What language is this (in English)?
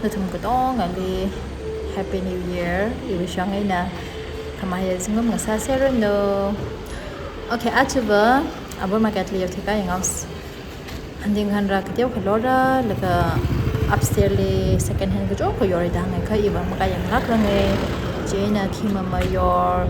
Tangkhul Naga (India)